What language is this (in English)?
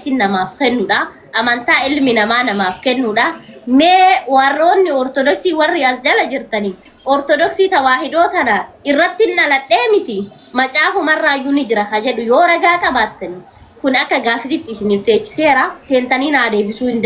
Oromo